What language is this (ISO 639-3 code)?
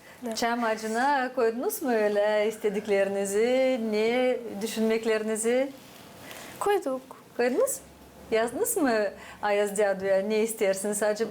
gag